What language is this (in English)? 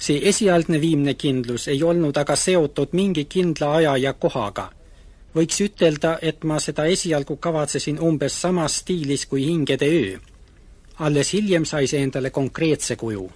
Estonian